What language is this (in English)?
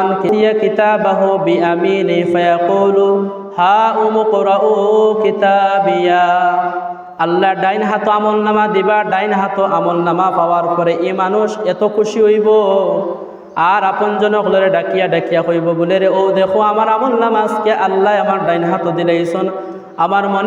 Sylheti